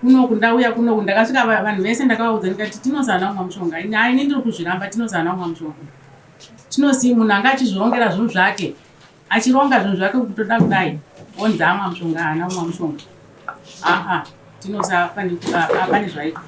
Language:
Shona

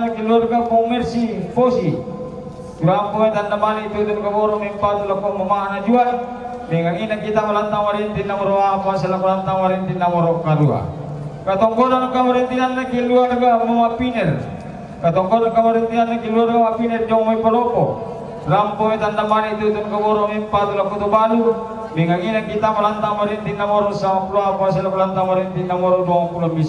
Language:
Toraja-Sa'dan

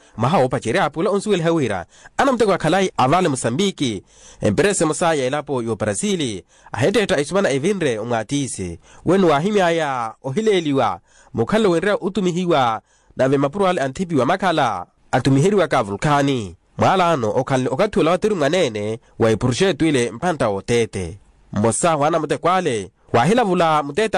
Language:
Makhuwa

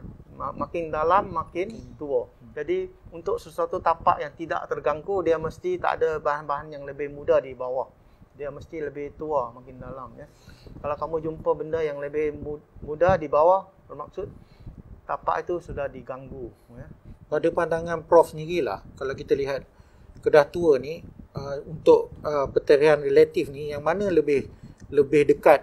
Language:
Malay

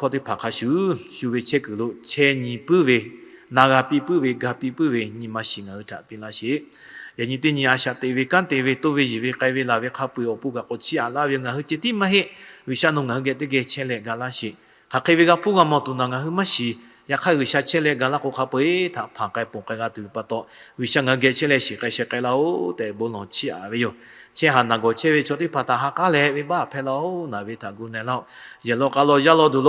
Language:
Lahu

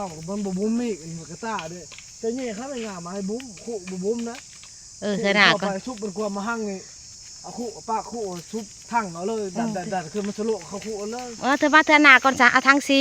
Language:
Northeastern Thai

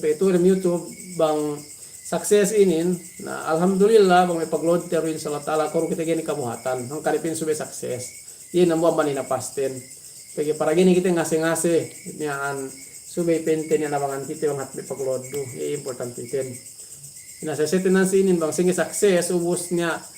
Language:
Yakan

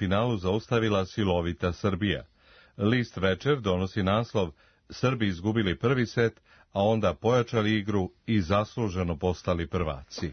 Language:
Serbian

